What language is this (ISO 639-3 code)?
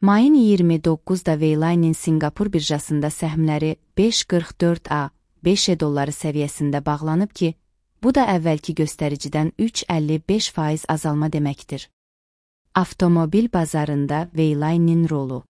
aze